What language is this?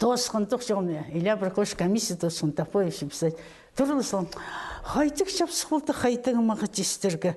Khakas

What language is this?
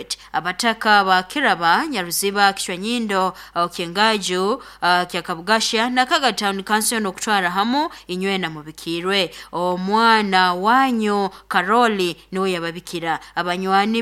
Nyoro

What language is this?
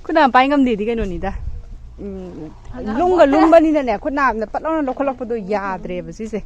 Manipuri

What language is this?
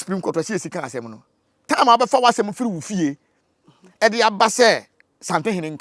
Akan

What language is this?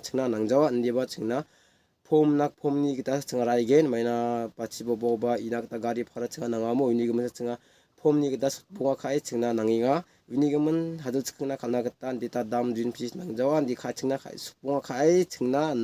Garo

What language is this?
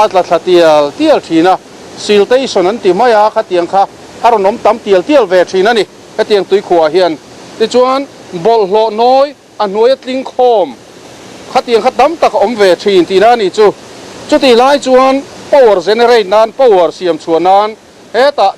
Mizo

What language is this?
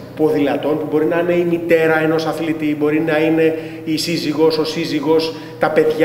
Greek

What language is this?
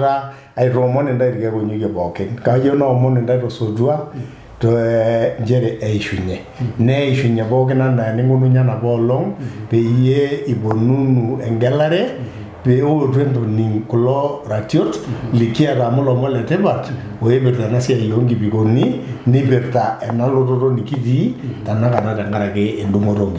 Masai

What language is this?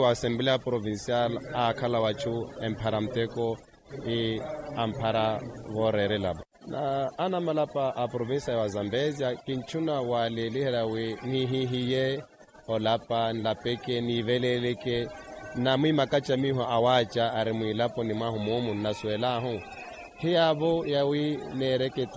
Makhuwa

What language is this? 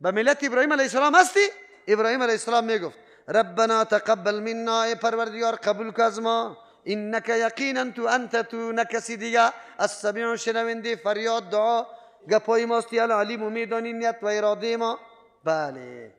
Persian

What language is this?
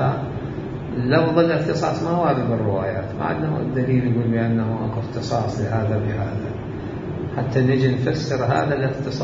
Mesopotamian Arabic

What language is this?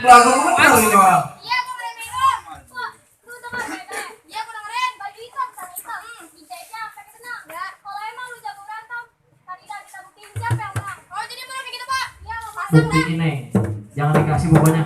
Betawi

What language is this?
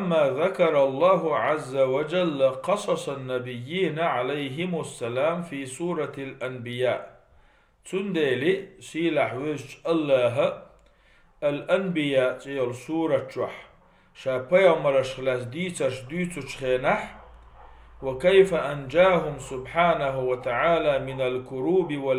Chechen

